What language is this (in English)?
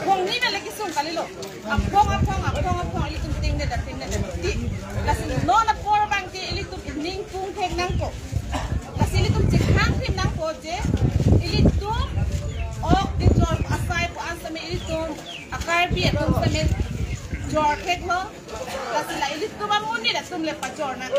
Karbi